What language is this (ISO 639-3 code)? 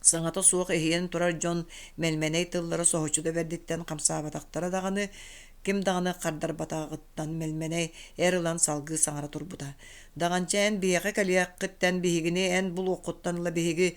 sah